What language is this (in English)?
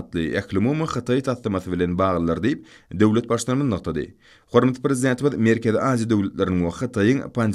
Turkmen